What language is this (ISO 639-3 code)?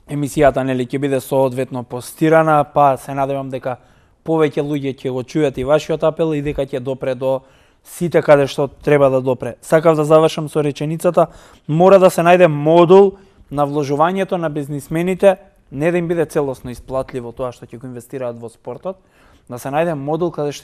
mkd